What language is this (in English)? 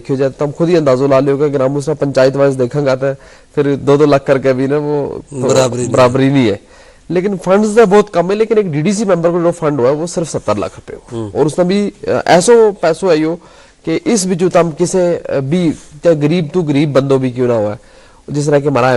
Gujari